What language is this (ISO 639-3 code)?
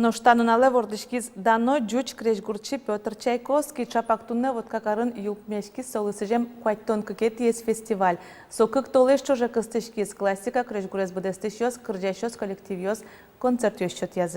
udm